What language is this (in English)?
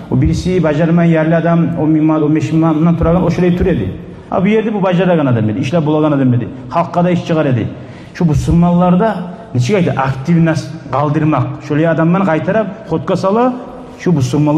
Kumyk